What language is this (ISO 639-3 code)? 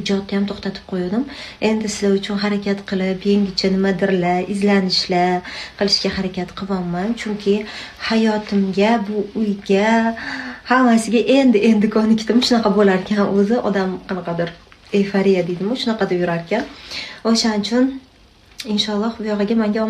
uzb